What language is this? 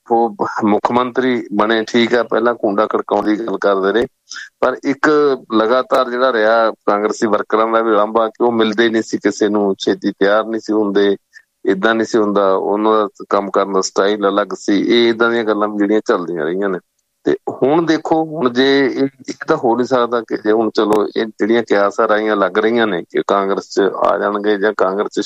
Punjabi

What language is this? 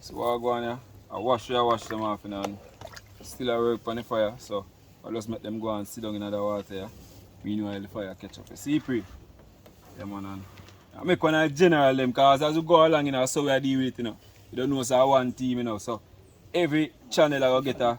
Jamaican Creole English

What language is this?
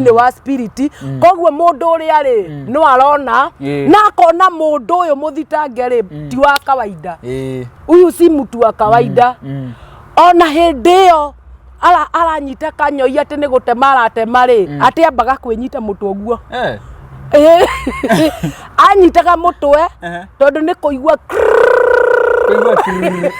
Kikuyu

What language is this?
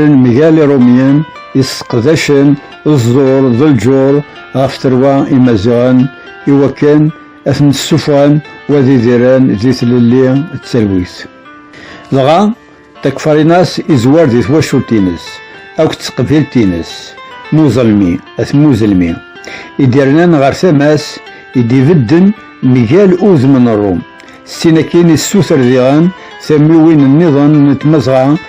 Kabyle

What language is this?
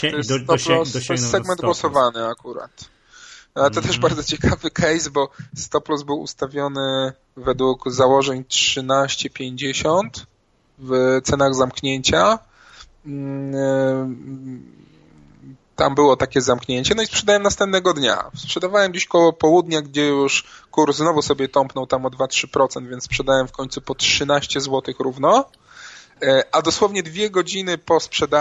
Polish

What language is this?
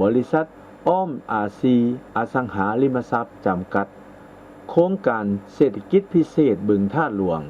Lao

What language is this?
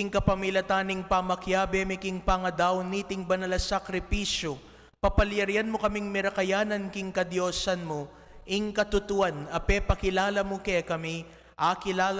Pampanga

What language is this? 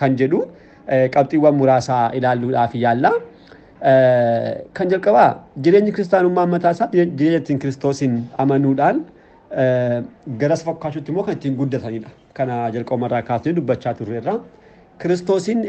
Oromo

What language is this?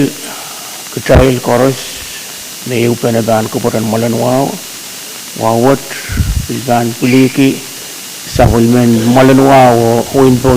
Pohnpeian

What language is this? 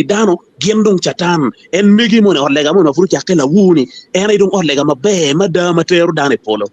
Acoli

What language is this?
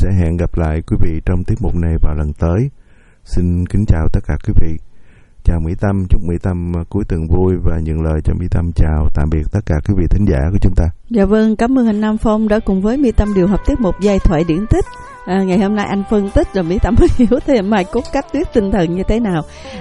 Vietnamese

